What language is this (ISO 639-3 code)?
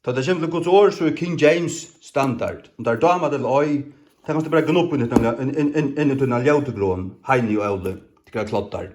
fao